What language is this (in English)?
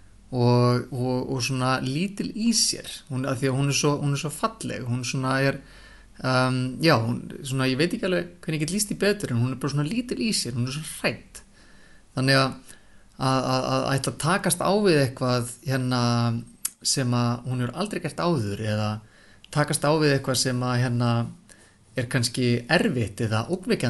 Icelandic